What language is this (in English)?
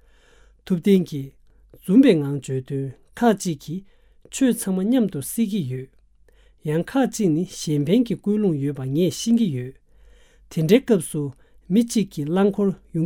Tibetan